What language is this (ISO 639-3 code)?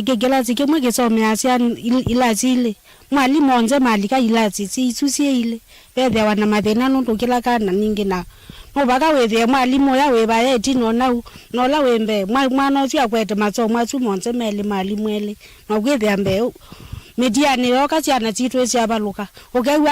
kam